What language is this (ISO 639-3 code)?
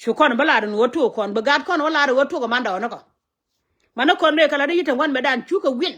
nus